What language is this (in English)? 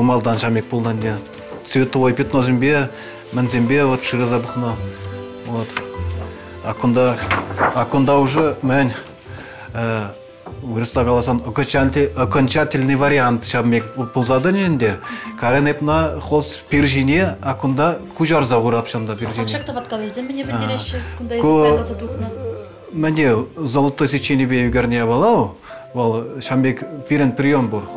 Chuvash